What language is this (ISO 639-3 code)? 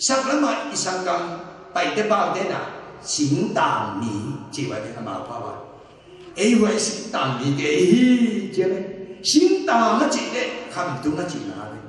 ctd